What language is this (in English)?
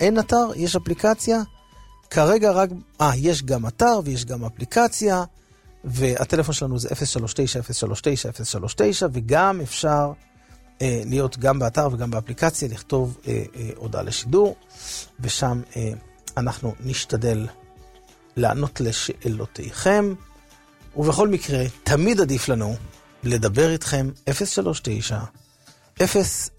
Hebrew